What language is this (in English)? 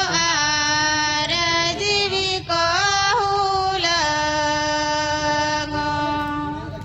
Santali